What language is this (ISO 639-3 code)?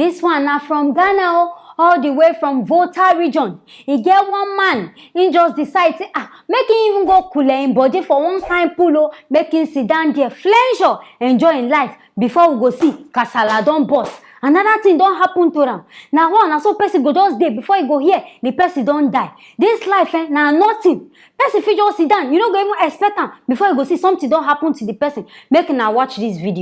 pcm